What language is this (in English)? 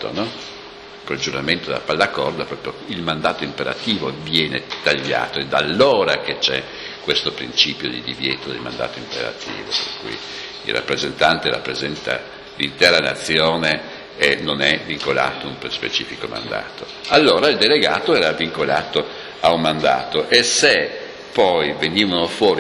Italian